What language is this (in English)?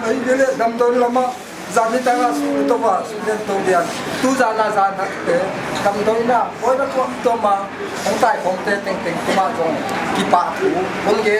Paite Chin